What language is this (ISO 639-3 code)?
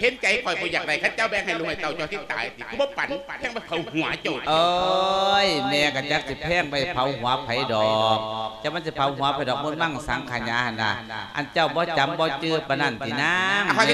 lao